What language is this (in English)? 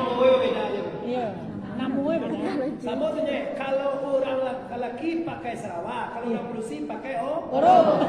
Minangkabau